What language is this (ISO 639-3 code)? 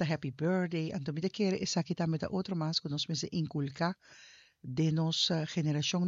pap